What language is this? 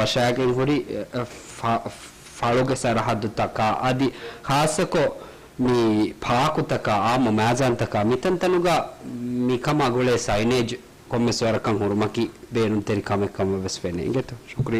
Divehi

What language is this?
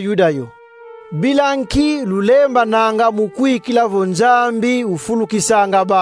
Kongo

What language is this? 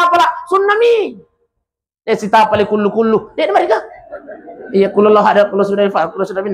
Buginese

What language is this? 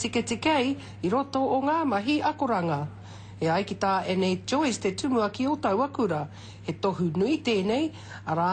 Māori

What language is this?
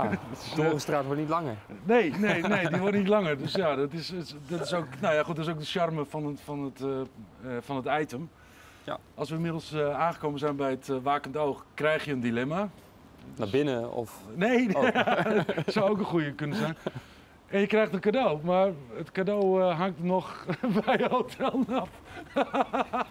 Dutch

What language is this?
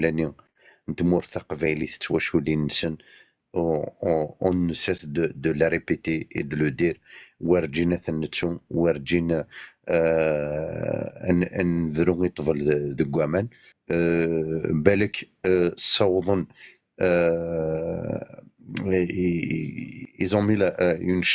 Kabyle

